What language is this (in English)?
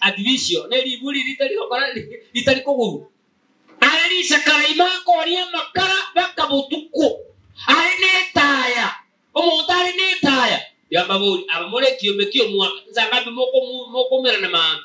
Gusii